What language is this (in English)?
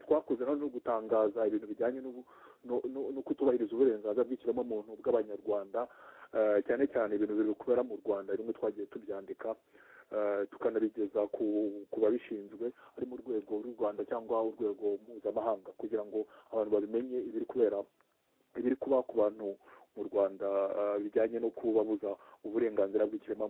Kinyarwanda